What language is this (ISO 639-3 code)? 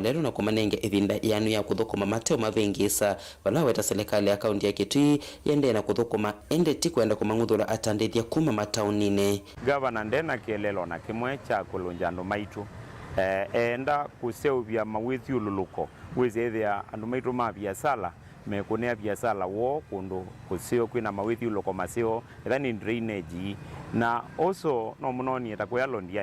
kam